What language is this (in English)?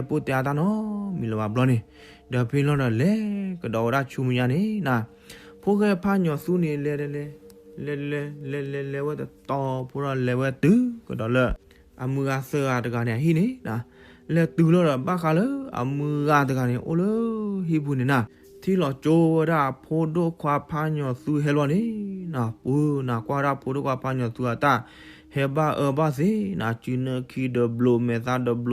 S'gaw Karen